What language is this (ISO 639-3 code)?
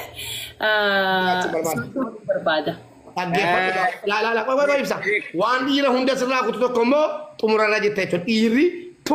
orm